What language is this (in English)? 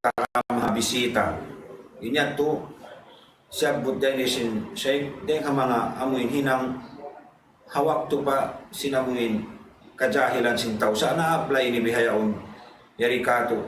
Tausug